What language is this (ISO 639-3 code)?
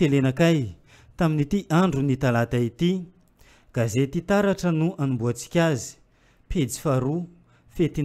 mlg